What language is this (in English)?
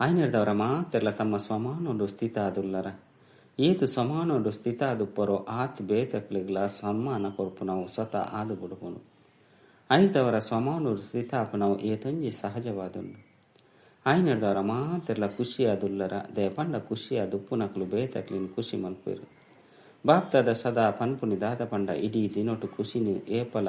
Tulu